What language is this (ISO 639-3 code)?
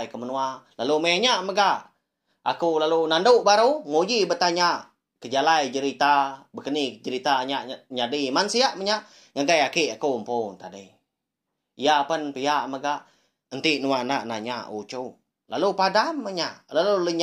iba